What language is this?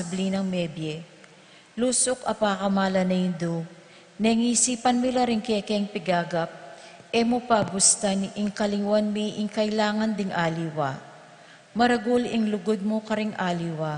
Pampanga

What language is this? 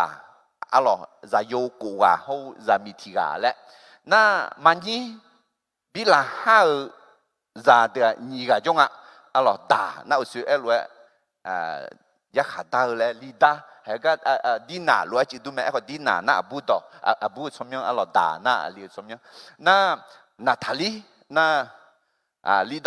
Akha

